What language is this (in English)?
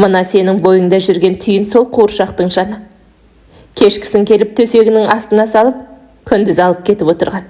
Kazakh